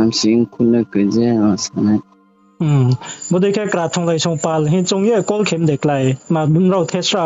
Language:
Riang (India)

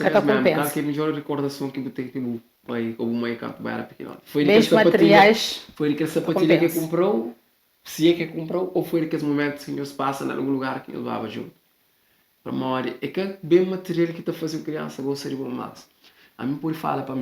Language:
Kabuverdianu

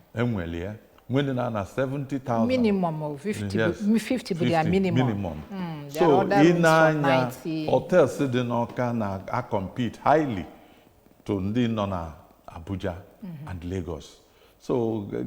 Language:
Igbo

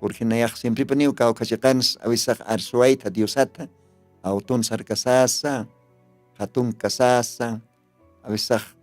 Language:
Aymara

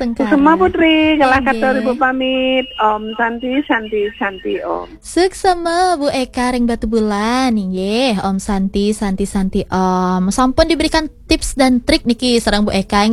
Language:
Balinese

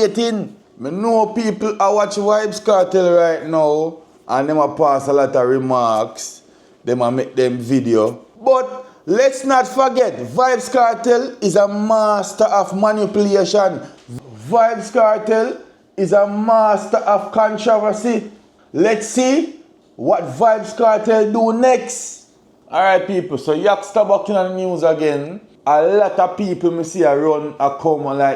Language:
Jamaican Creole English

